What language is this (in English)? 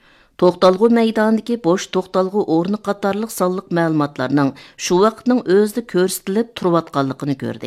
Uyghur